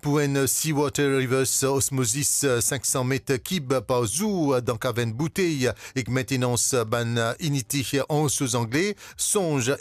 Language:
Morisyen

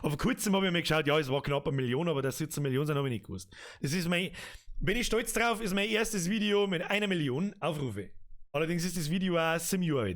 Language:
Bavarian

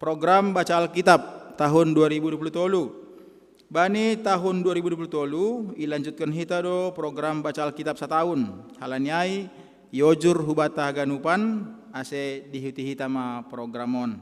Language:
Batak Simalungun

